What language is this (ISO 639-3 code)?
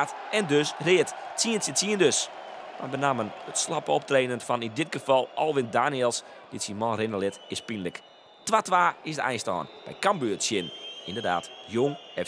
fry